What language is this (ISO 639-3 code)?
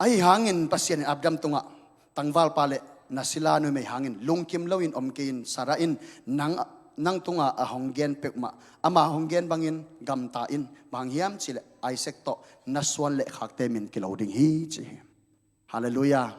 ctd